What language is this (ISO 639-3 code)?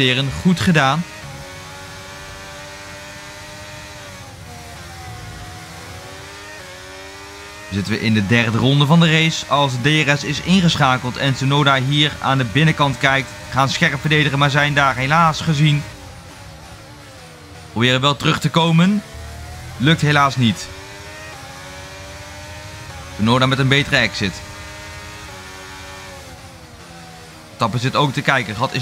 nld